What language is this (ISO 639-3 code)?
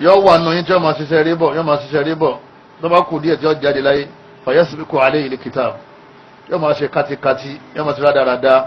yor